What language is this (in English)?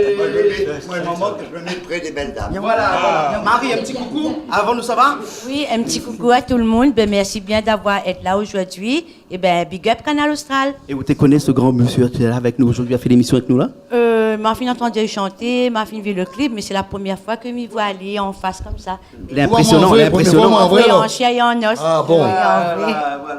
Réunion Creole French